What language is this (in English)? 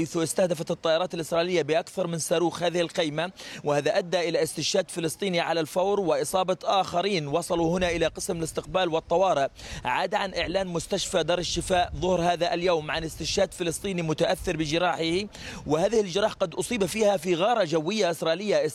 Arabic